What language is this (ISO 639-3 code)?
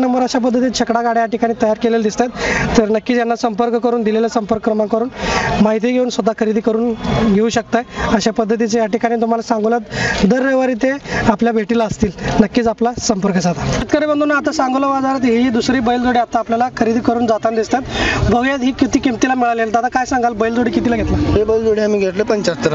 mar